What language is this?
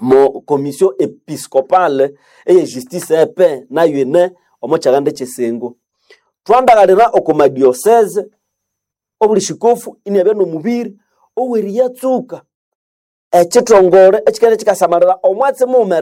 Nande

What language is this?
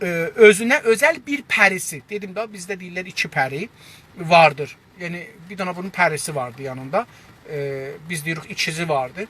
South Azerbaijani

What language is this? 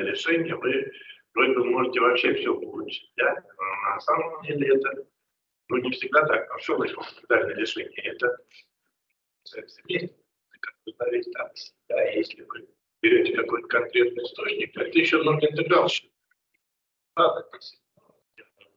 Russian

